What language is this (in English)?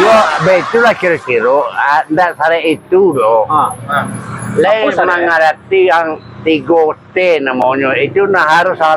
Minangkabau